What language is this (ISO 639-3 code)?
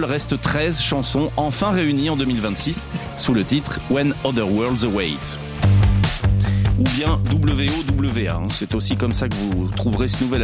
fra